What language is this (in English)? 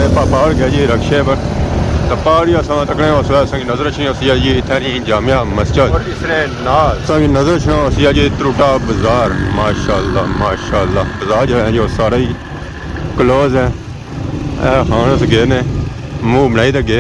Pahari-Potwari